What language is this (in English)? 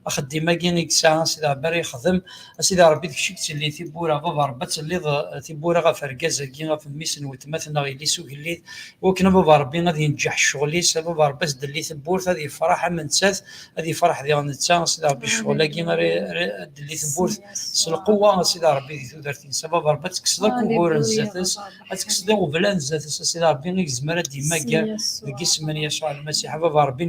Kabyle